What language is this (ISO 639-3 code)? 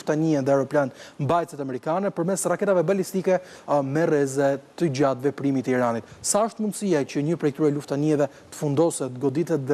sqi